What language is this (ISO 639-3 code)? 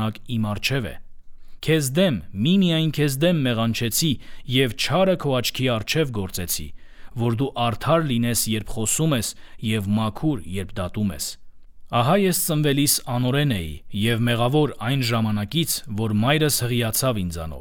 hye